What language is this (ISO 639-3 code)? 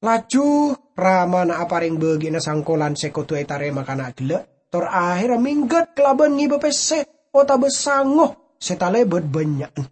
mad